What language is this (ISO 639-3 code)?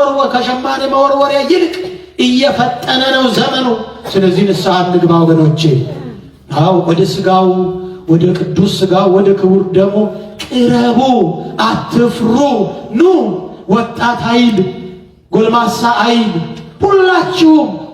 amh